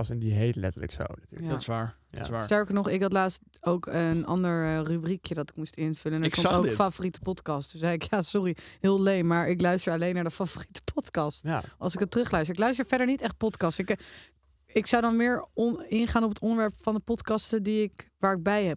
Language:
Dutch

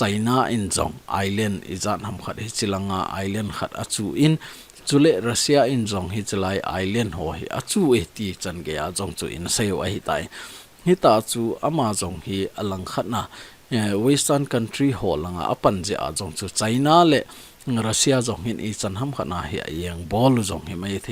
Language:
Thado Chin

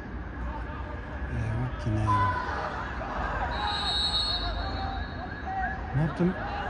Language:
Turkish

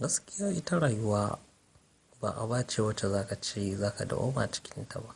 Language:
Hausa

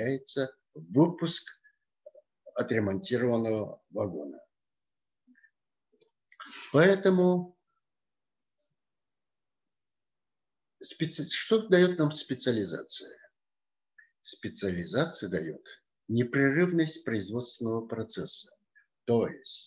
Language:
Russian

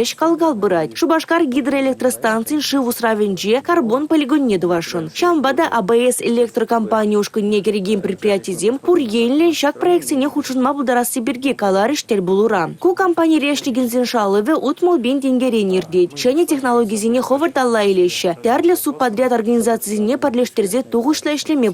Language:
Chuvash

